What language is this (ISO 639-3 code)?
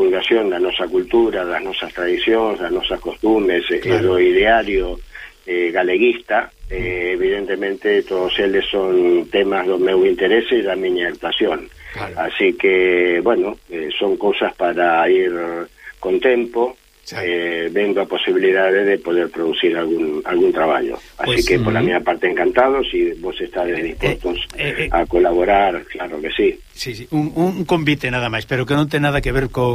glg